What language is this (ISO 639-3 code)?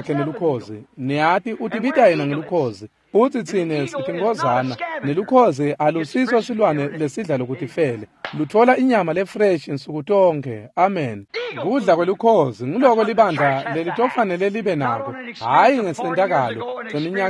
ssw